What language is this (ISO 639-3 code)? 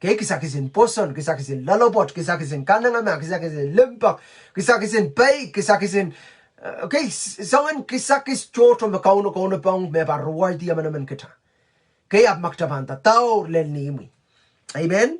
pon